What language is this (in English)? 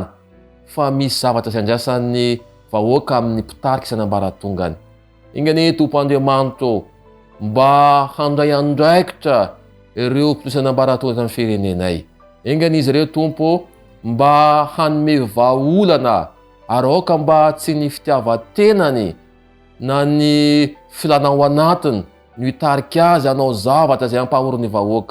Malagasy